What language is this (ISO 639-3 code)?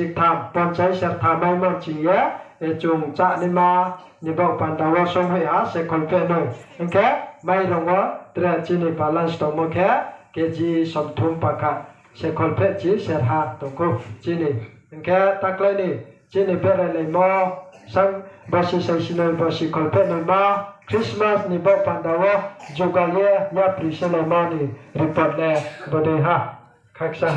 ria